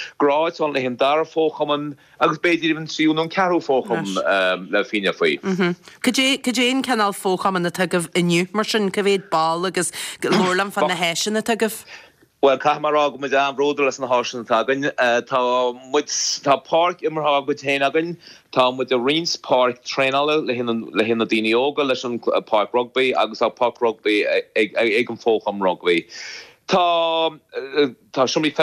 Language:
Irish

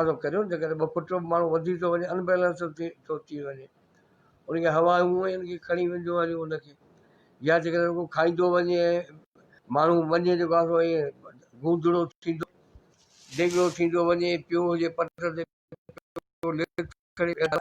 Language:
Sindhi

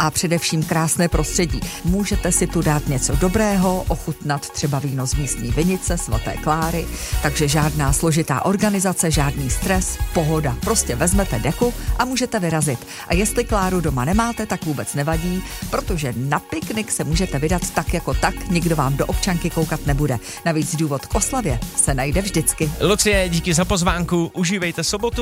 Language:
Czech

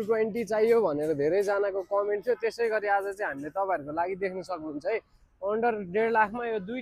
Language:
Nepali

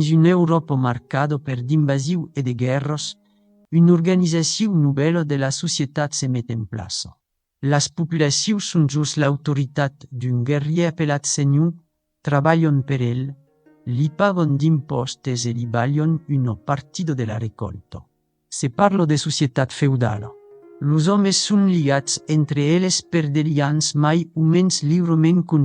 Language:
Occitan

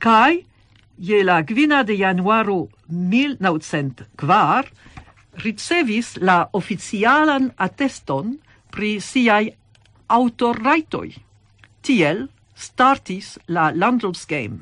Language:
Esperanto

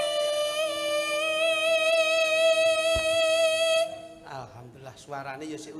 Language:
Javanese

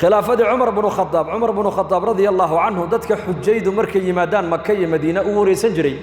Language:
Somali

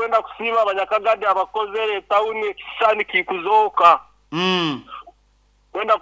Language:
Nyoro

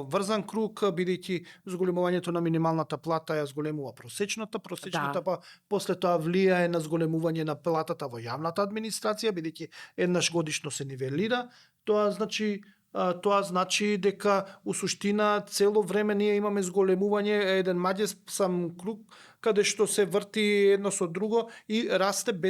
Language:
Macedonian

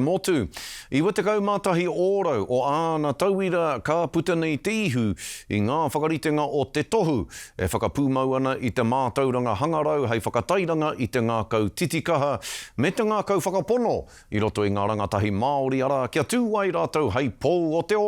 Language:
Māori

